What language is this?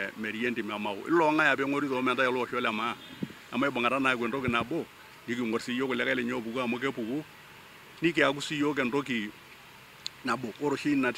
Masai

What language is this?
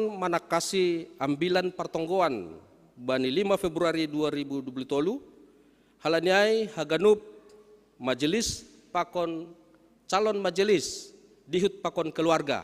Batak Simalungun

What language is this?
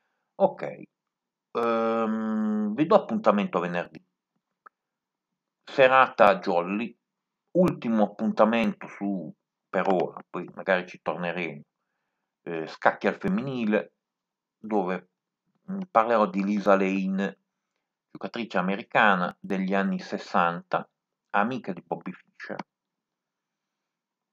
Italian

